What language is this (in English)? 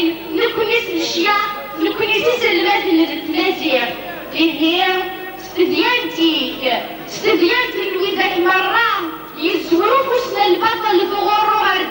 Kabyle